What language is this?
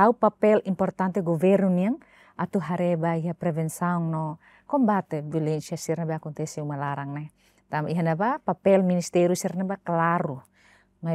Tetum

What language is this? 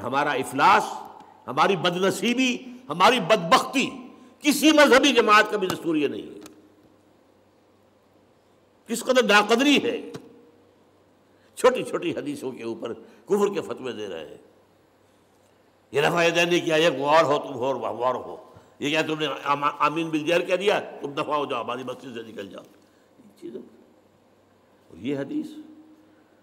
Urdu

